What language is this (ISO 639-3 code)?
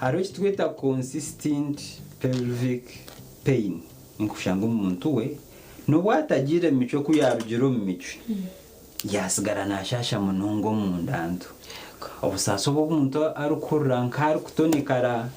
nyn